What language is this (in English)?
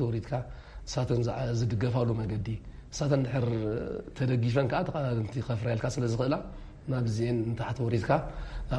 Tigrinya